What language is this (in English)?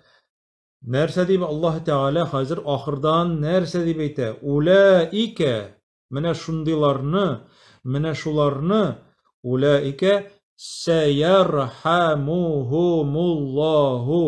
Tatar